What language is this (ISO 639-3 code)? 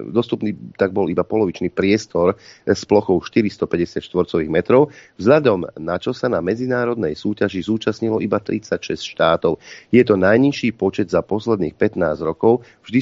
slk